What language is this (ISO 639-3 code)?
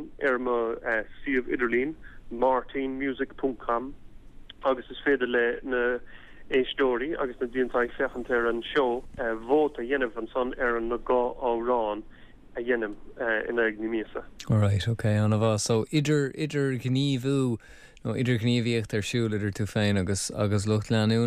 gle